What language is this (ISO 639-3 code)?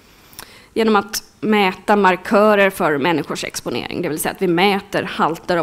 swe